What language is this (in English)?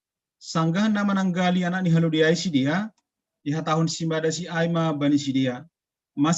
Batak Simalungun